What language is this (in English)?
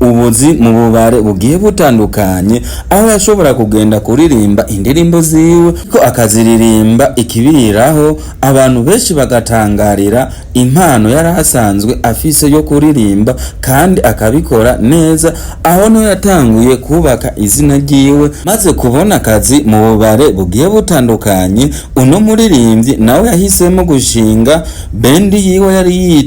Rundi